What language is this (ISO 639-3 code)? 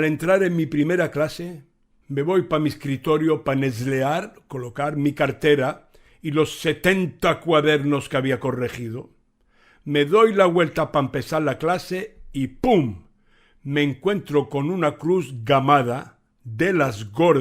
lad